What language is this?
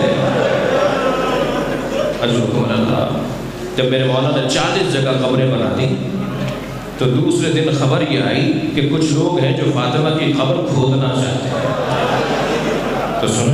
Urdu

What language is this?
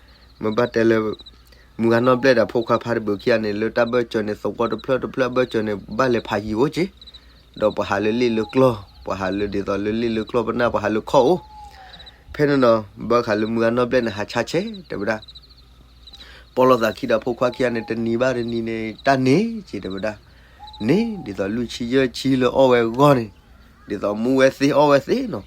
S'gaw Karen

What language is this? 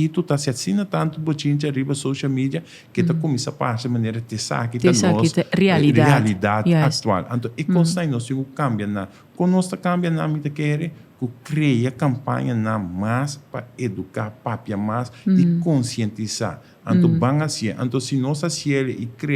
Papiamento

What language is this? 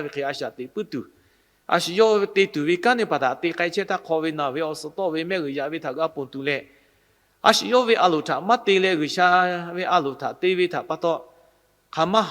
Lahu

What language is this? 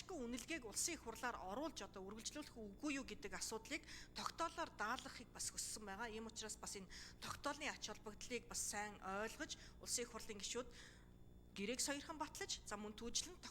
Mongolian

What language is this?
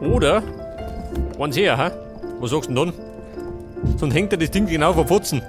Bavarian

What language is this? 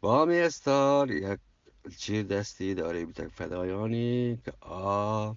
Eastern Balochi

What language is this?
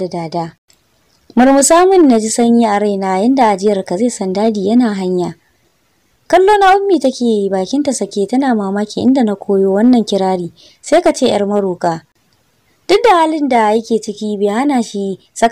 Hausa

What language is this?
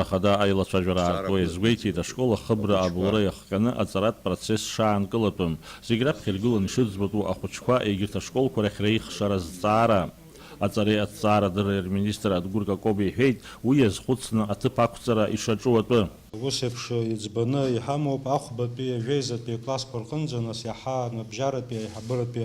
Abkhazian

